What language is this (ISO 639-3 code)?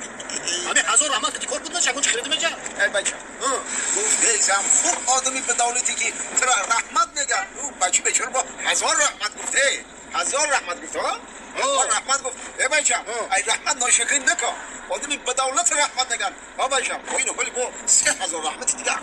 tgk